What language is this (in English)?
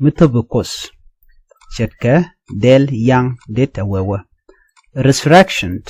Nuer